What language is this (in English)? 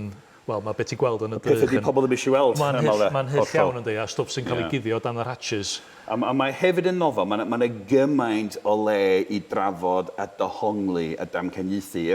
Welsh